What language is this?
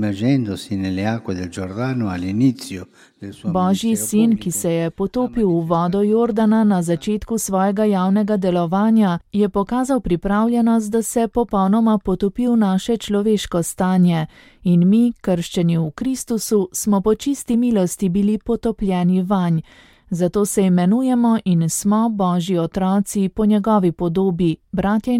Slovenian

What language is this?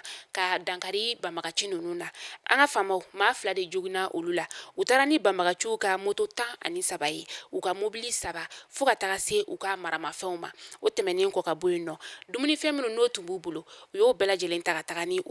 Bambara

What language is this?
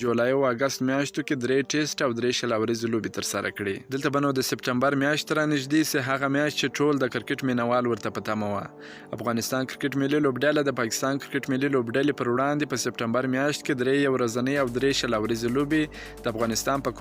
Pashto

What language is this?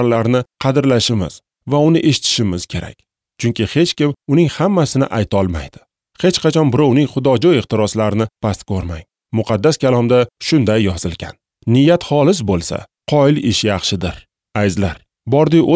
Uzbek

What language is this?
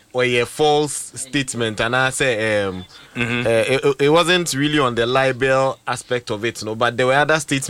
English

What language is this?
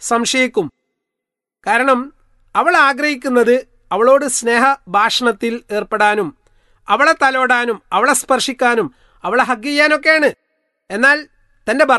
Malayalam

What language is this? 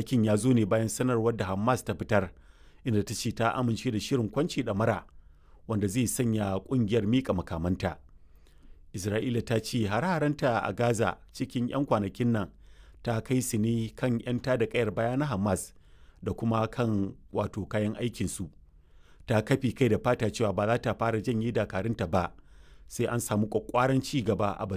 Hausa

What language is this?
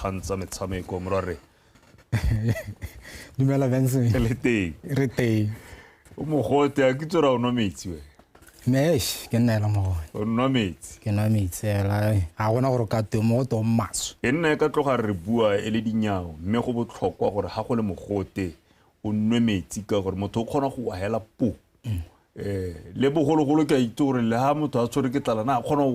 Tswana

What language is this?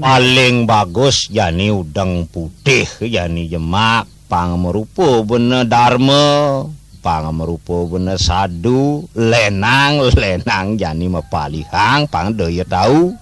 Balinese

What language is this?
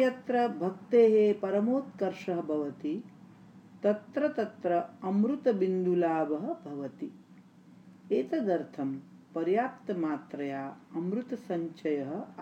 Sanskrit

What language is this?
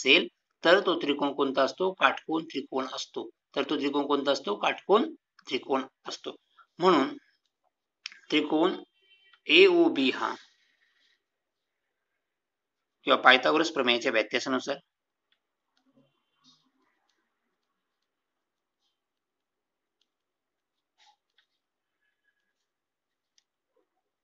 Marathi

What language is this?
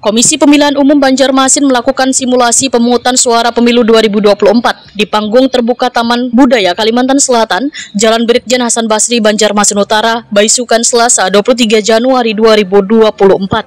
Banjar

